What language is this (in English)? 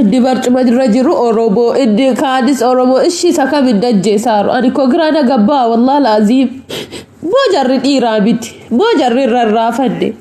Oromo